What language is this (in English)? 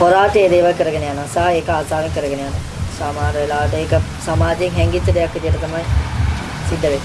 Sinhala